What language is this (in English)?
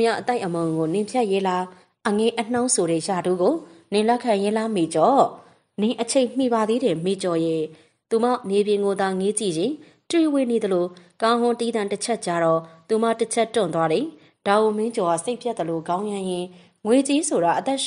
Burmese